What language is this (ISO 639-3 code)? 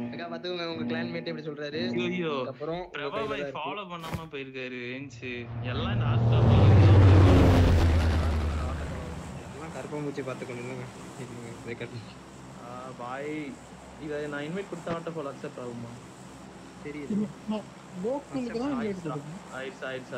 tam